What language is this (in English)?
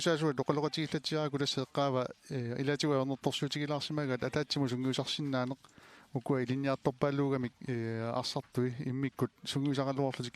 Kalaallisut